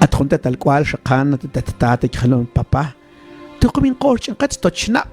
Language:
Mam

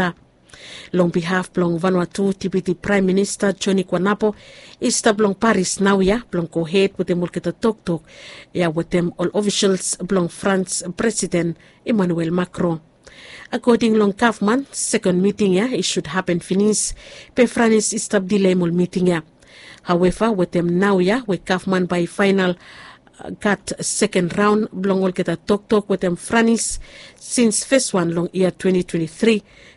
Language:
Bislama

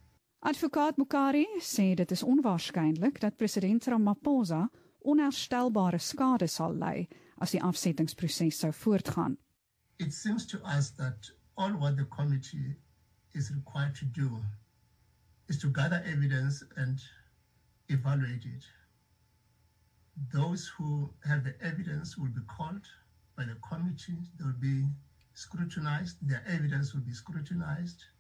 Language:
Afrikaans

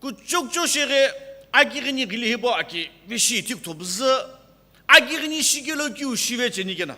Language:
Sumi Naga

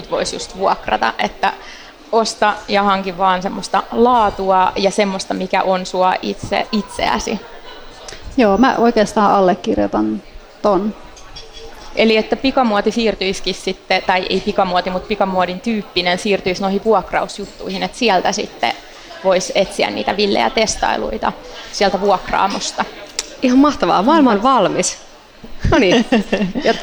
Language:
Finnish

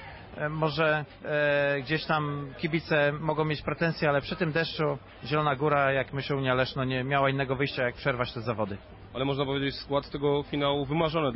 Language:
Polish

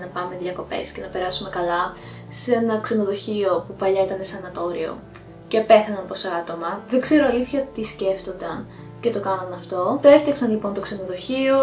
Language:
Greek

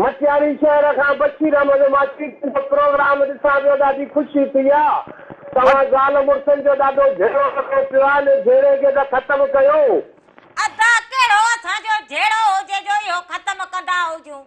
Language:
Sindhi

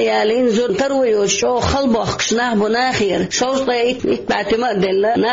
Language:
Chechen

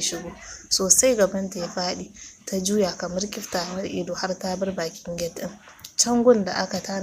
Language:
Hausa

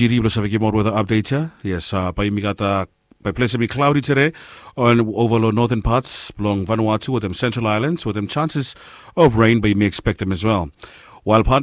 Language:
Bislama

